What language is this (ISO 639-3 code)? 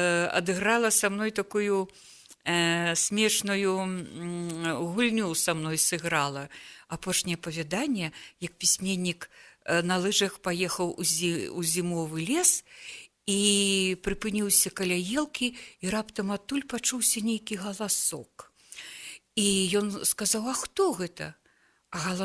bel